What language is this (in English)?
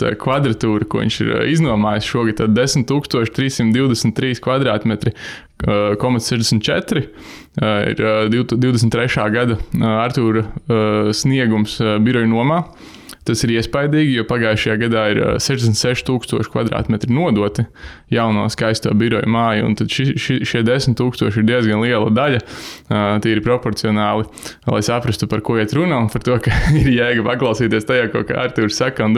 Latvian